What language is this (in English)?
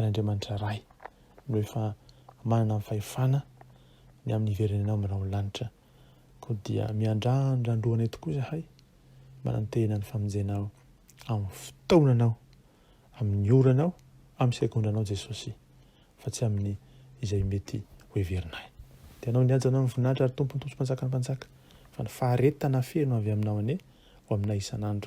Malagasy